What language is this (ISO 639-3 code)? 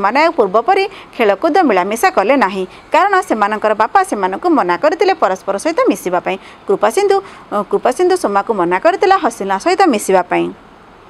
ori